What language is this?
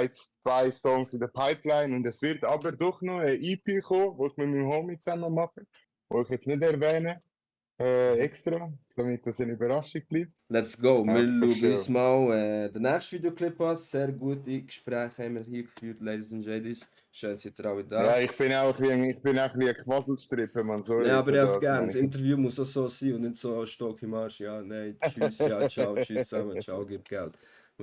Swiss German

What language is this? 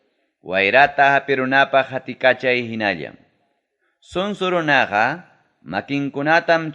Ayacucho Quechua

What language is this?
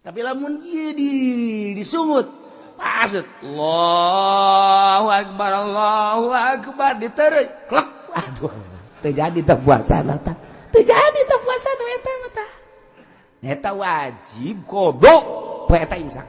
Sundanese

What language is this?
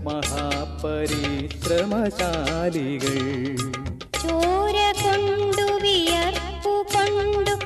Malayalam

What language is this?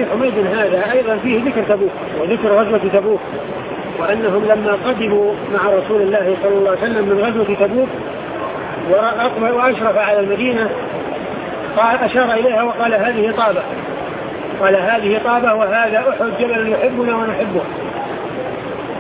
Arabic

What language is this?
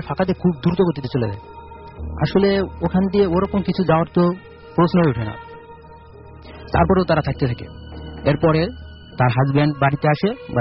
Bangla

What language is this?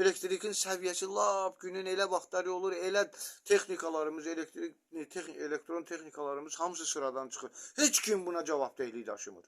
Azerbaijani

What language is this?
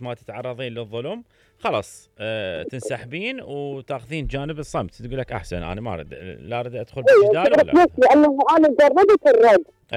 Mesopotamian Arabic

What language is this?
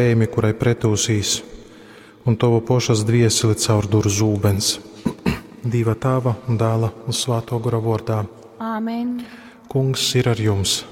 Latgalian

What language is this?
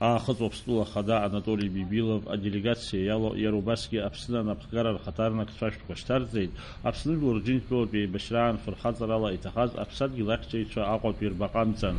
Abkhazian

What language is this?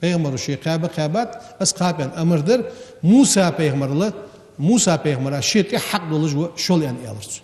Ingush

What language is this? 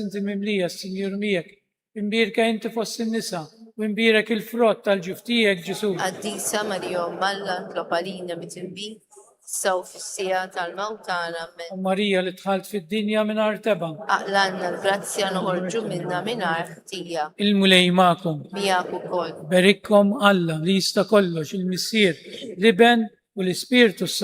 Maltese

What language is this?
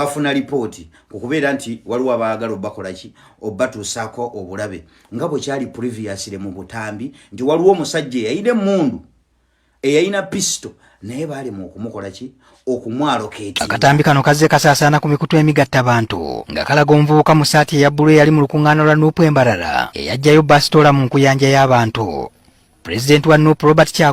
Ganda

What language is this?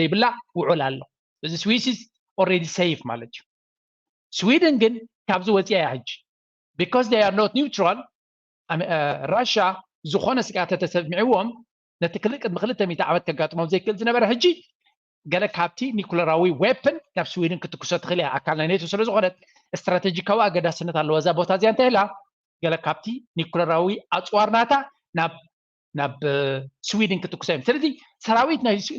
Tigrinya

